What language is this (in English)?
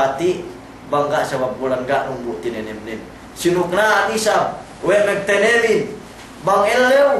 Yakan